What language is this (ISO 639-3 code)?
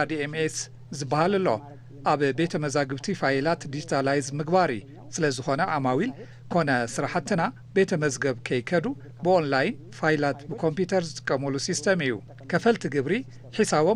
tir